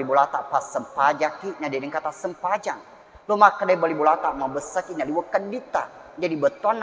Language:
Buginese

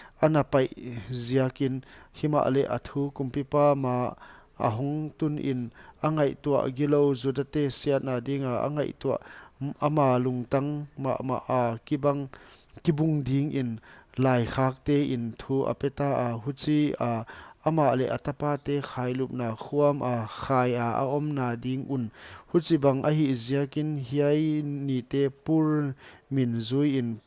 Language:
Paite Chin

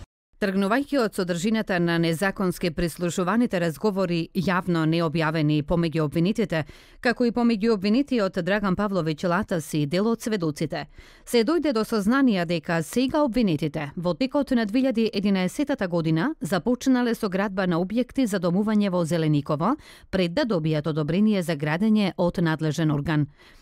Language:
Macedonian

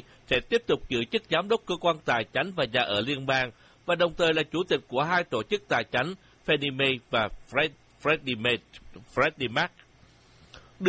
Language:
Vietnamese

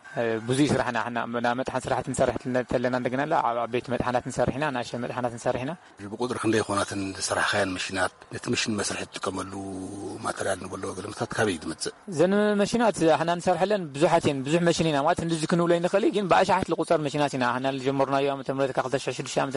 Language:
Tigrinya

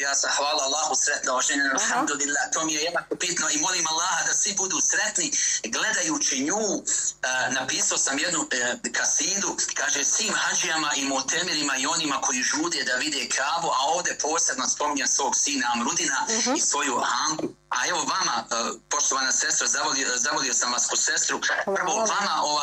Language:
Bosnian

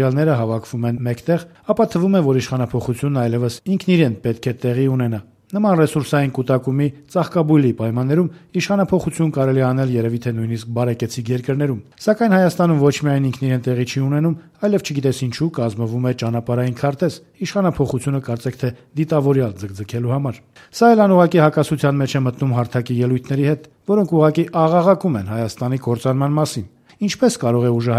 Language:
Armenian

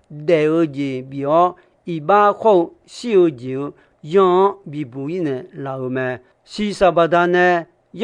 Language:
Akha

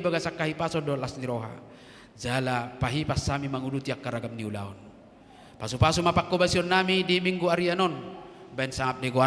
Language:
Batak Toba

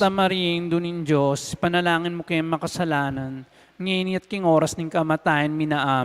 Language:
Pampanga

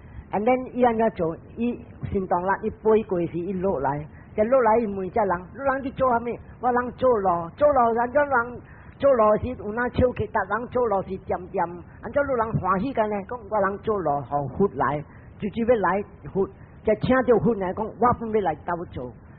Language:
Min Nan Chinese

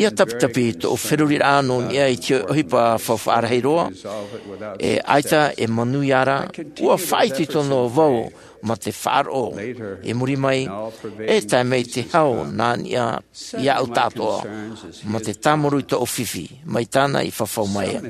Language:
Tahitian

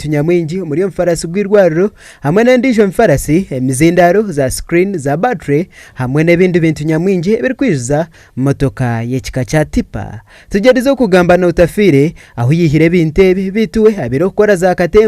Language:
Nyankole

